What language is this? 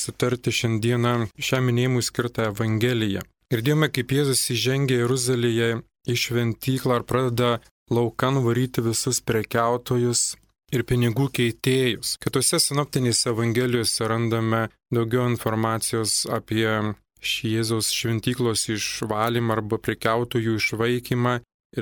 Lithuanian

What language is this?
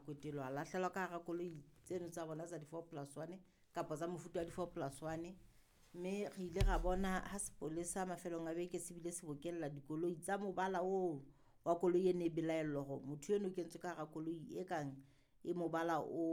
Southern Sotho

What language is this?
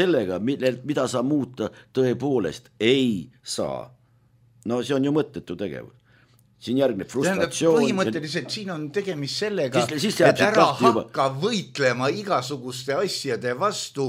Estonian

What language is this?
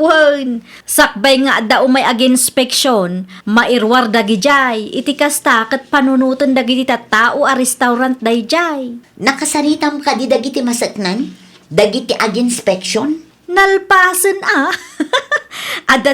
Iloko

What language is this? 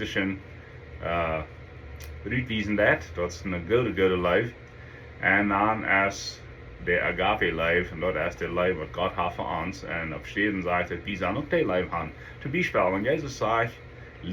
Plautdietsch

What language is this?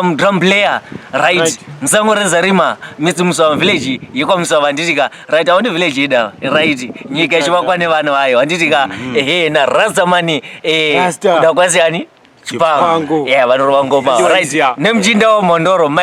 Shona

